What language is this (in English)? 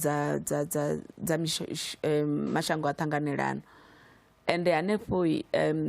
Venda